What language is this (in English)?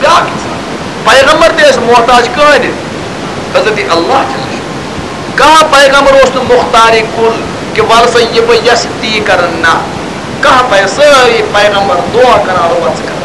Kashmiri